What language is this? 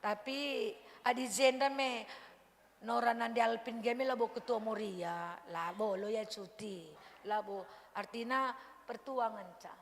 Batak Karo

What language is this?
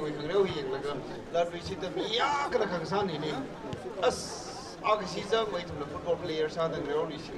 Tangkhul Naga (India)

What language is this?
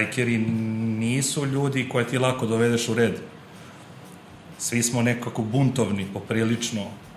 Serbian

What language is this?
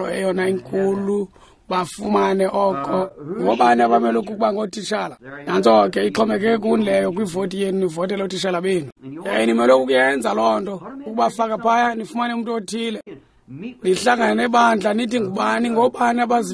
Xhosa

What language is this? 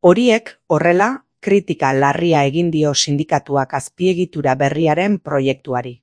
Basque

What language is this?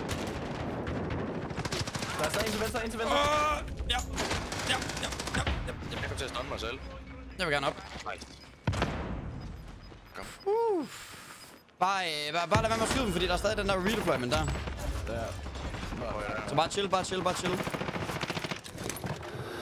Danish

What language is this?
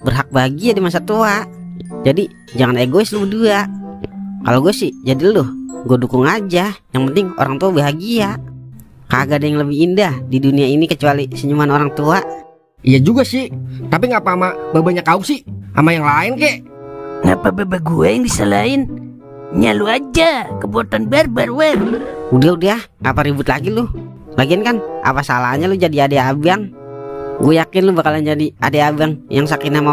Betawi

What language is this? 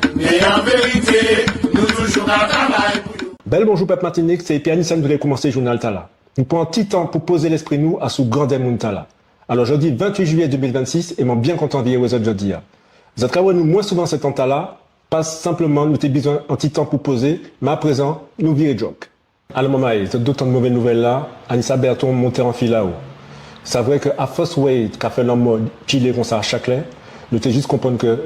Guadeloupean Creole French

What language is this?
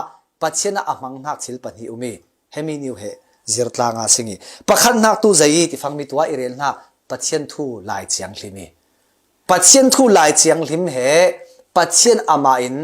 Falam Chin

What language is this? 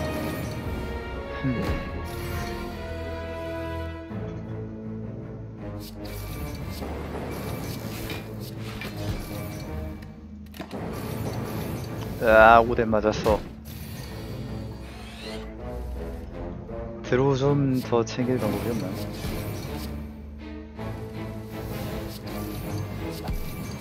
Korean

